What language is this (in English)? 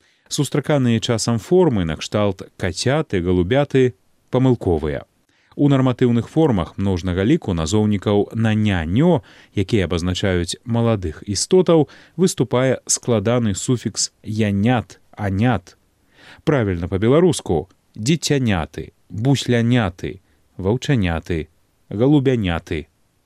Belarusian